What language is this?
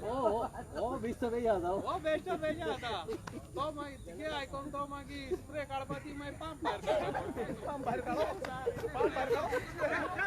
Konkani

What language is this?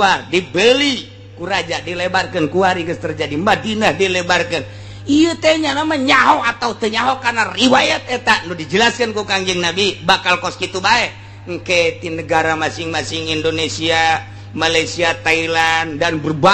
Sundanese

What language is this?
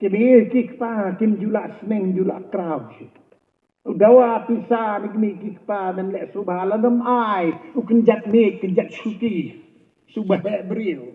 Khasi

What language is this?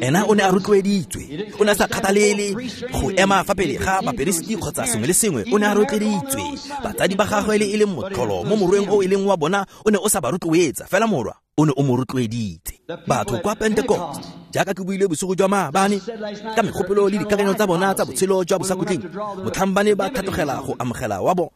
Tswana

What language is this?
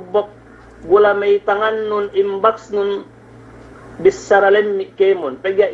Yakan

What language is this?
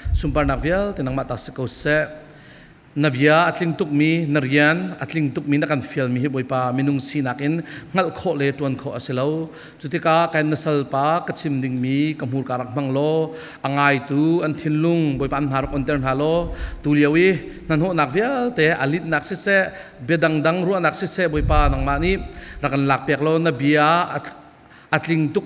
Falam Chin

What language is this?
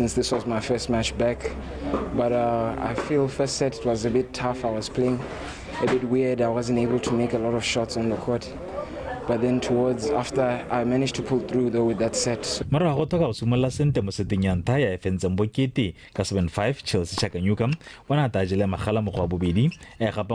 Tswana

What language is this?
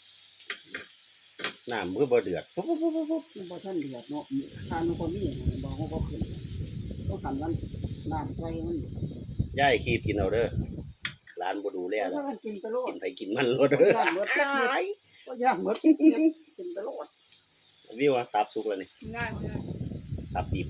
Lao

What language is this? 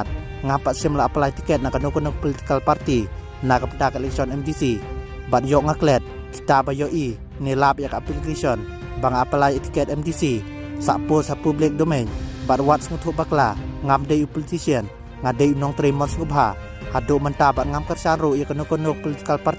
Khasi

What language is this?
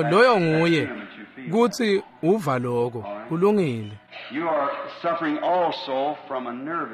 Swati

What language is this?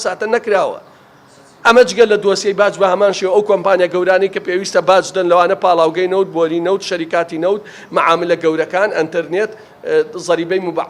Central Kurdish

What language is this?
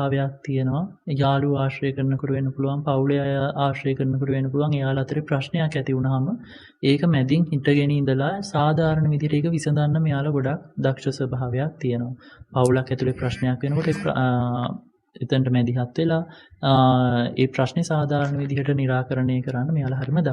Sinhala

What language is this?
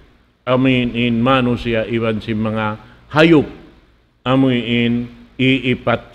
Tausug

